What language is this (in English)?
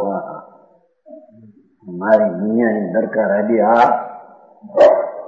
Gujarati